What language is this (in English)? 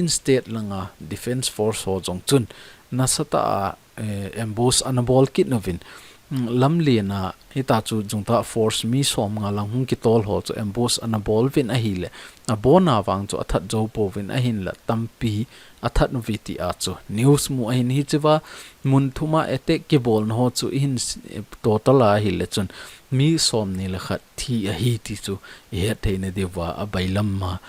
Thado Chin